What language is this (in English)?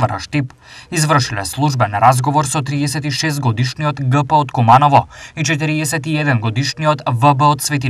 Macedonian